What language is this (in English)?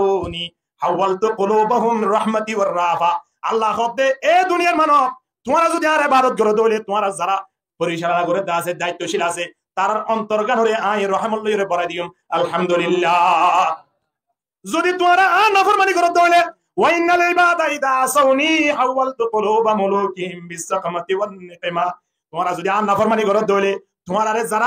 Rohingya